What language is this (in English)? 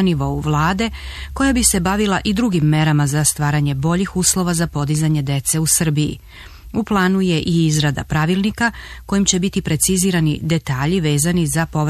Serbian